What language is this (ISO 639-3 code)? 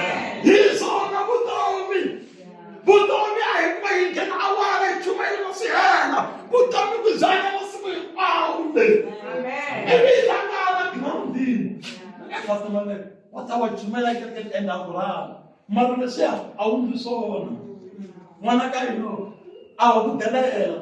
tso